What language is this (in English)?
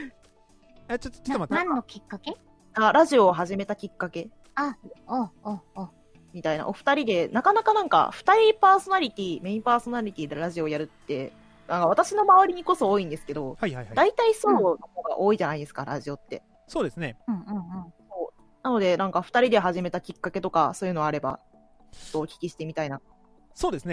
Japanese